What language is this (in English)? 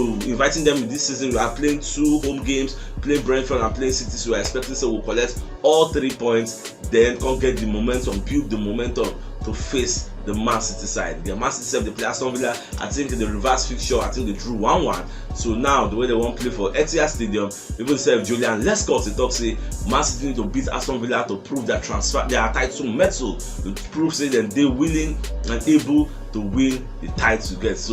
Nigerian Pidgin